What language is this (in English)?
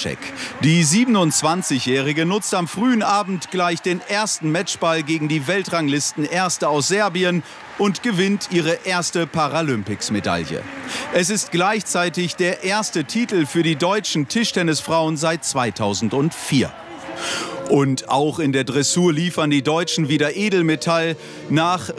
German